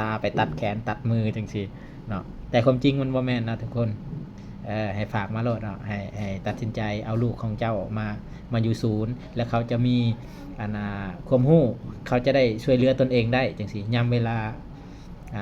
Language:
Lao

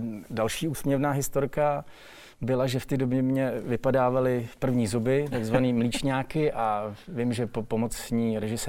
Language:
Czech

